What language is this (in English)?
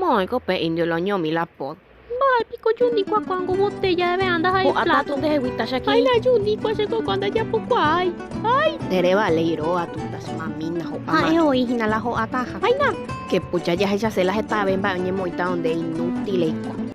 Guarani